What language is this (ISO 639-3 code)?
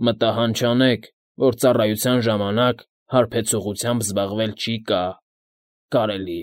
hye